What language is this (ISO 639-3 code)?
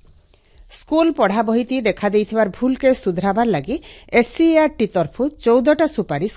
ori